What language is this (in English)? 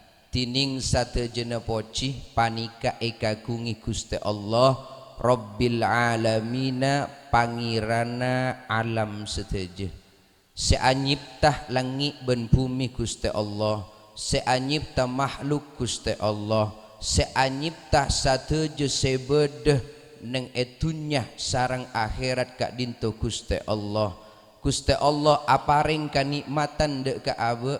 Madurese